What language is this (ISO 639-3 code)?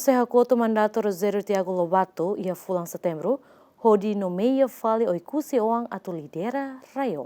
tet